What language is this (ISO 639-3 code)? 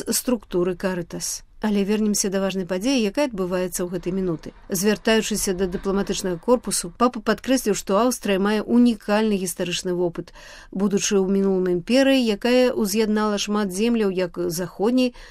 bel